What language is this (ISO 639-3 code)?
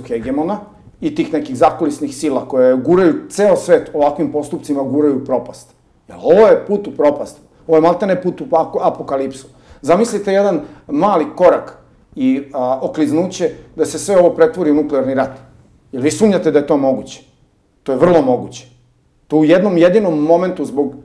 srp